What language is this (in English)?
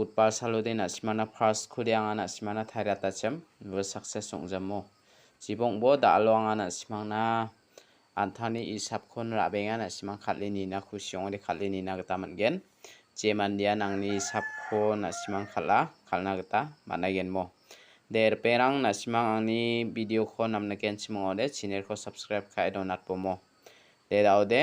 Garo